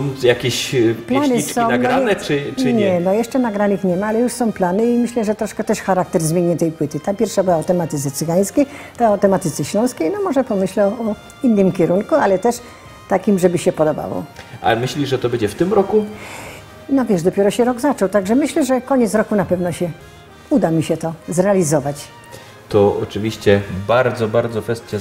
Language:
Silesian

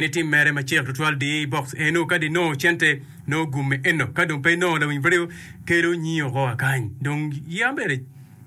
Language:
Acoli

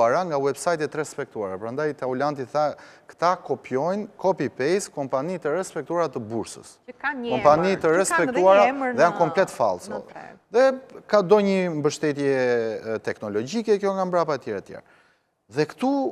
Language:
Albanian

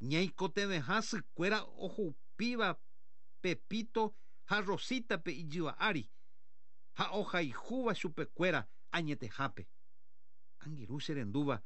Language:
Guarani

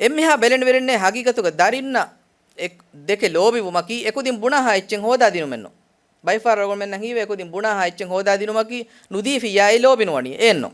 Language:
Divehi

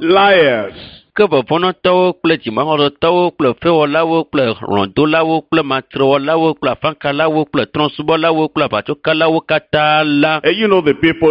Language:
Ewe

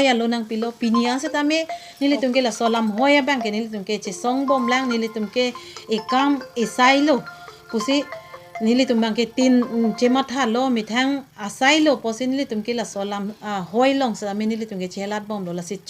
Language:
Karbi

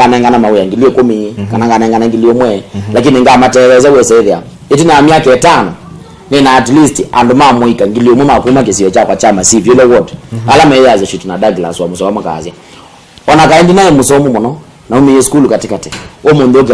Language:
Kamba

